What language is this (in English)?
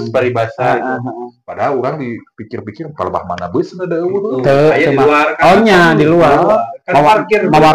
Sundanese